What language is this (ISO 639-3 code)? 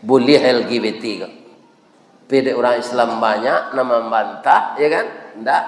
min